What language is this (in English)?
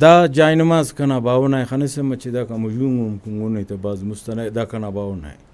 Brahui